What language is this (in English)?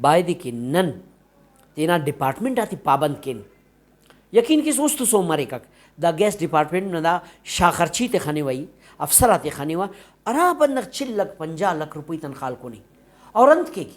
Brahui